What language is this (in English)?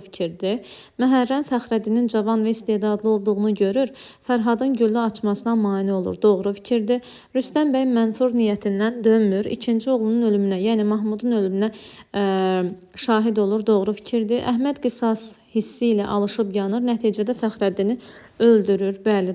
Azerbaijani